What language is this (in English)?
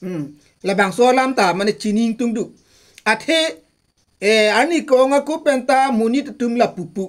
Karbi